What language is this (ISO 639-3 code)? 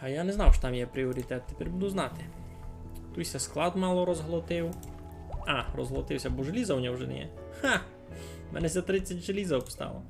rue